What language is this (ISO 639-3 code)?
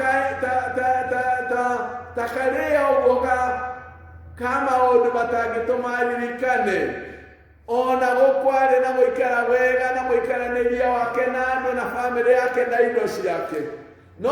kik